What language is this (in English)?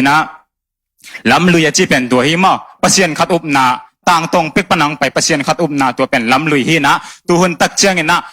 Tedim Chin